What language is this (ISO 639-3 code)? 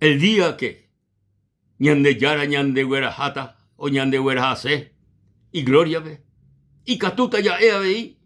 grn